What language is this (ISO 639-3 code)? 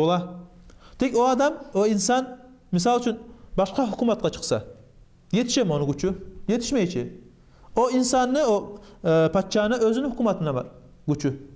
kum